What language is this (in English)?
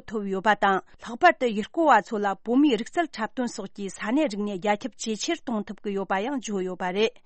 Tibetan